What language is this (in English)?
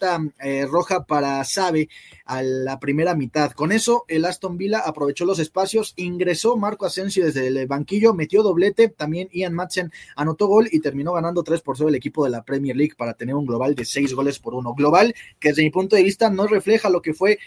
Spanish